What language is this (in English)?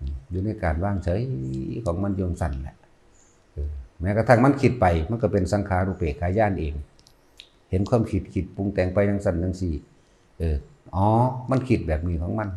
Northeastern Thai